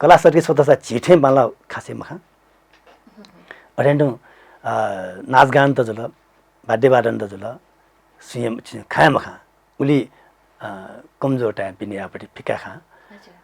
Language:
Newari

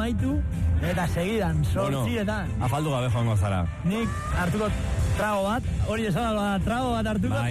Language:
Basque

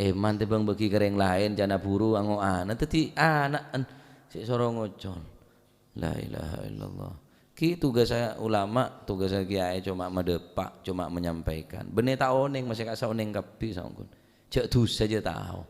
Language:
Madurese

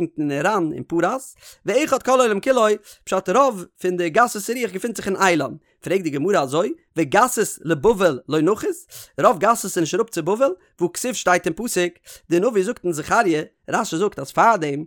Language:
Yiddish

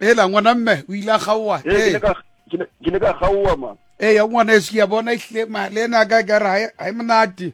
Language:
Southern Sotho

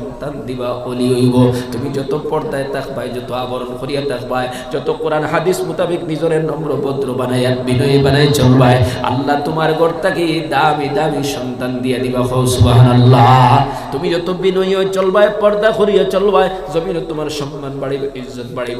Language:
Sylheti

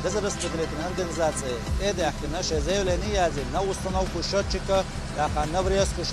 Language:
Chechen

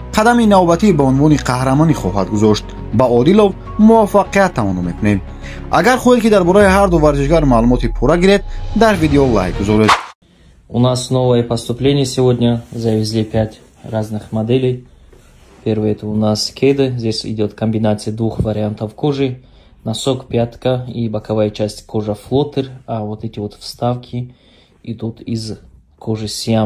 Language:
Tajik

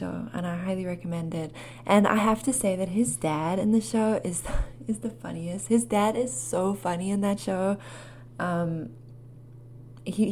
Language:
English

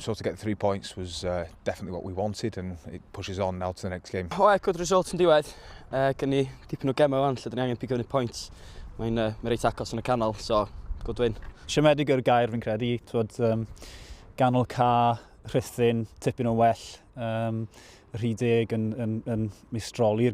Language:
Welsh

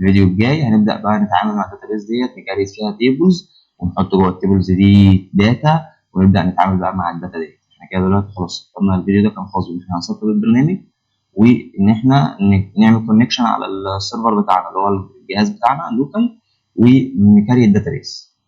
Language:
Egyptian Arabic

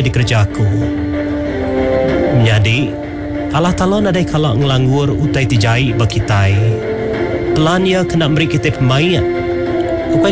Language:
Iban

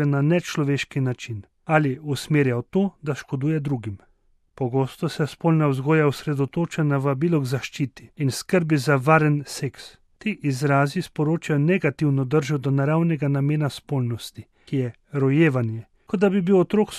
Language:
Slovenian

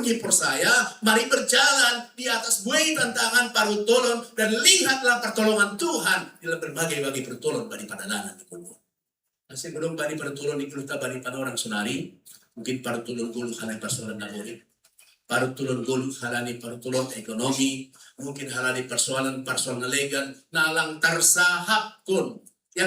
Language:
Batak Simalungun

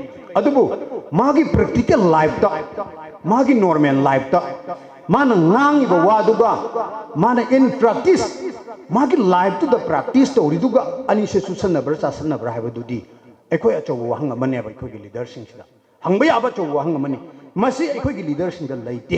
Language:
Manipuri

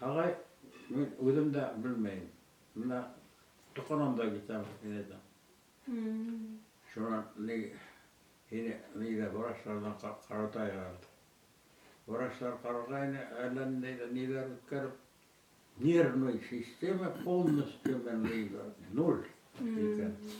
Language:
Bashkir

